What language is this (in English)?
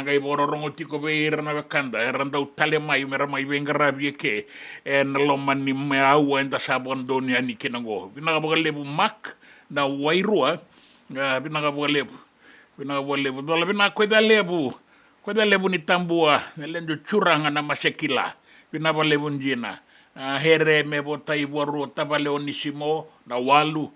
Fijian